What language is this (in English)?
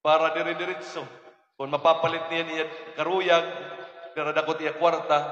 Waray